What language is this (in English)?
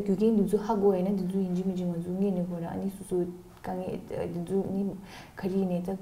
Tibetan